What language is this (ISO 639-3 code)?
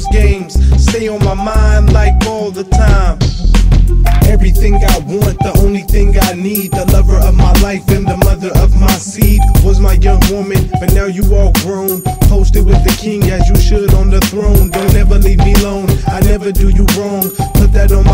eng